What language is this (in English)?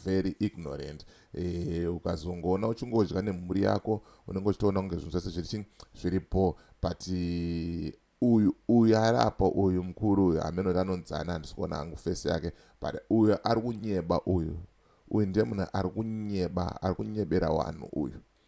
Shona